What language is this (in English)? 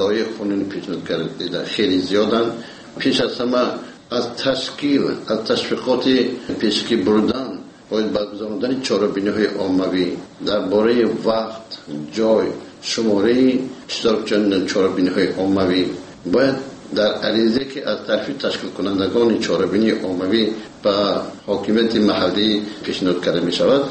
Tajik